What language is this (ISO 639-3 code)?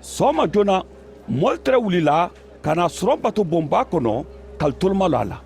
man